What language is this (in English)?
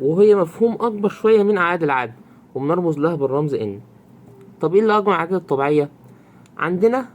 Egyptian Arabic